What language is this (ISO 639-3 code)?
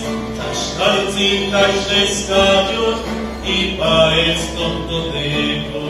nah